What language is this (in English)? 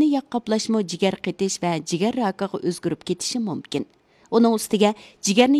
Uyghur